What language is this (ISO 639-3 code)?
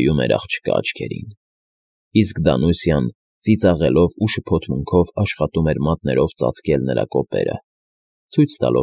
hye